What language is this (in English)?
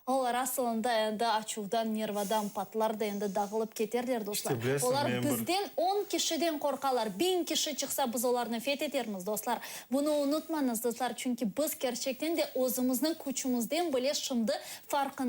Crimean Tatar